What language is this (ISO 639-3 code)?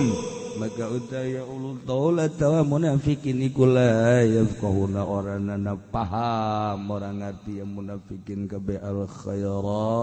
sun